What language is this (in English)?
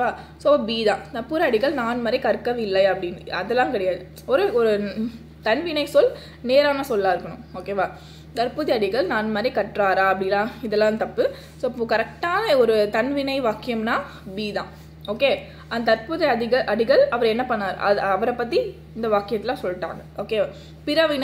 Tamil